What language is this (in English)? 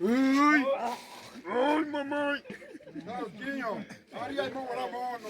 Xavánte